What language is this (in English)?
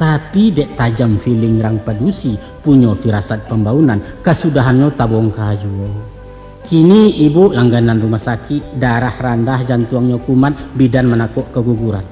Minangkabau